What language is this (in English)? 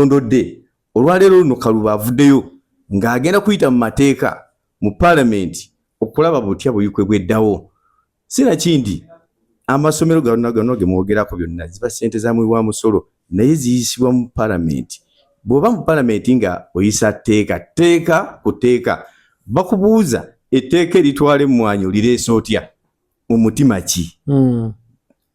Ganda